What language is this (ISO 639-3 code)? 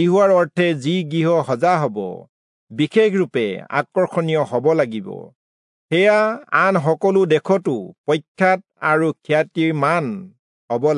asm